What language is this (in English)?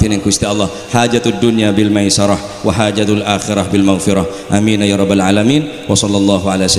Madurese